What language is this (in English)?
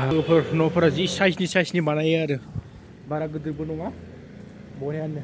Bodo